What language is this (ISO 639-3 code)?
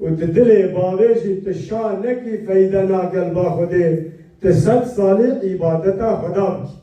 kur